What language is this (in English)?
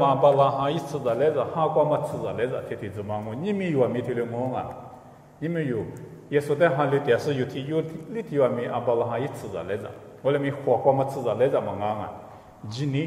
Lisu